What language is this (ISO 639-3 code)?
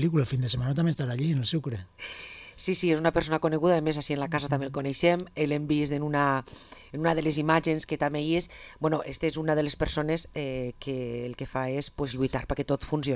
cat